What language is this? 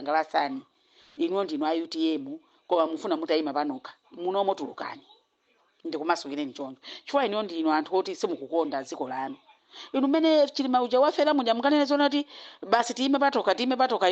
Nyanja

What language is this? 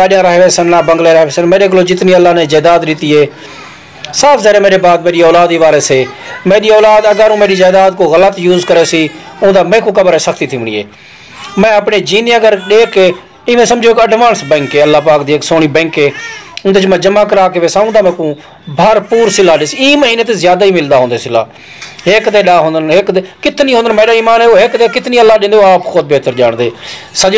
Saraiki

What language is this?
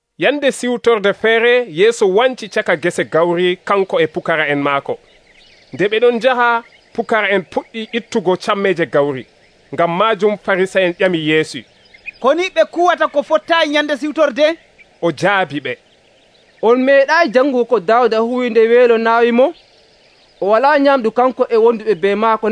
Nigerian Fulfulde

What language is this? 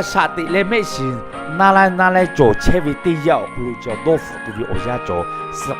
Lahu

